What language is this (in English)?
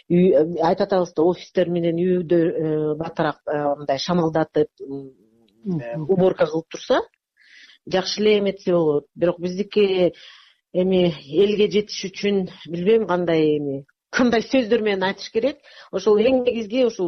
Kyrgyz